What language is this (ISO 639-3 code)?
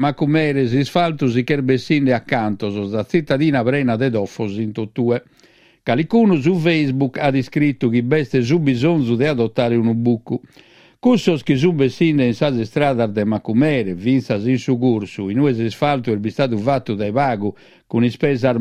srd